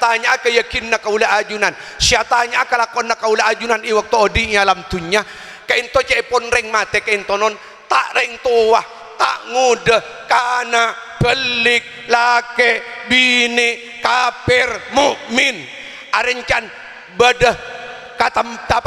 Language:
Madurese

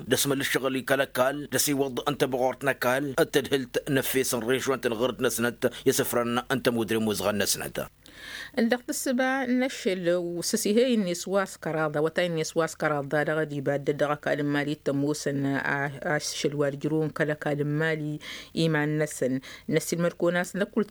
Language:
Tamasheq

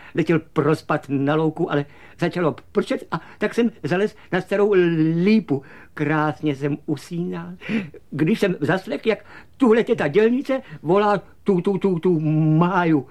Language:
Czech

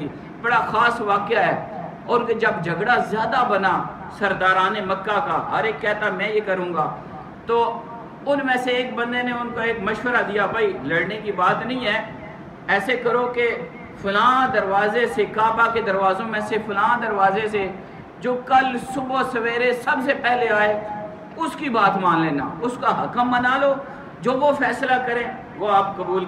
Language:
Urdu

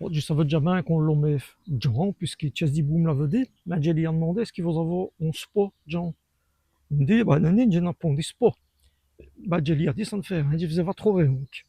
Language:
Walloon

